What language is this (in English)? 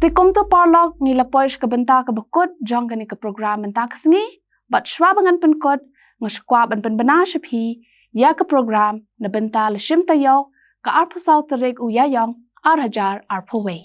Khasi